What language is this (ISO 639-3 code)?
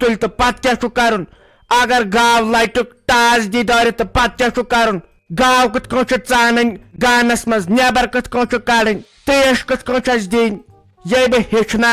kas